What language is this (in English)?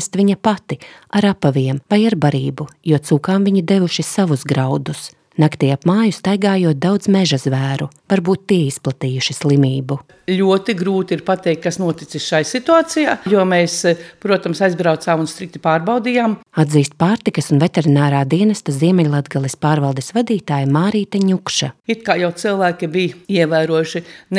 Latvian